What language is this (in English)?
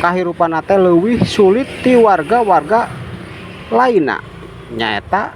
Sundanese